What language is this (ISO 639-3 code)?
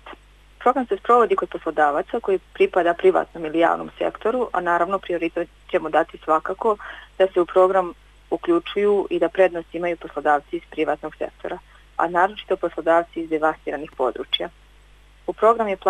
srp